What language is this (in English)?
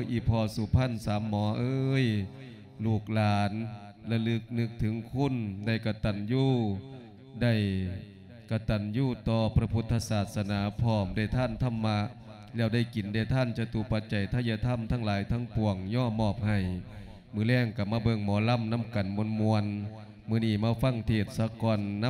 Lao